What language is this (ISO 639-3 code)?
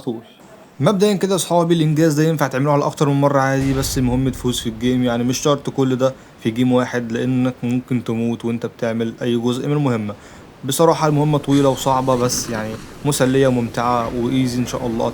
arz